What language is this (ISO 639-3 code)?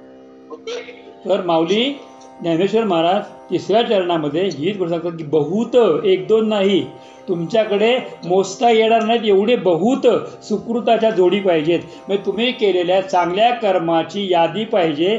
mar